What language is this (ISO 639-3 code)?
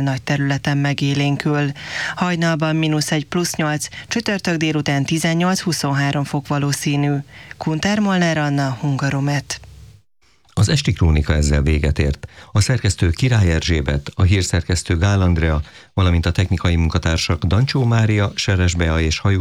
hun